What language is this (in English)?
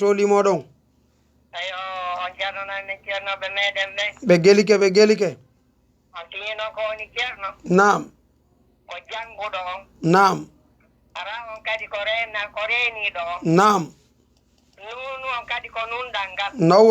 Fula